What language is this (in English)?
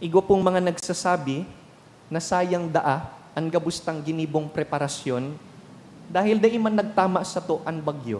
Bikol